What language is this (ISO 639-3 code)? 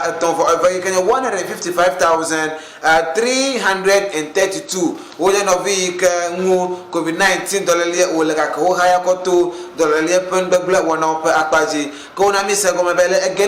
ewe